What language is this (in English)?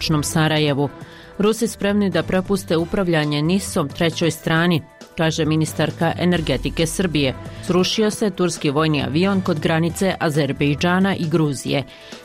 Bosnian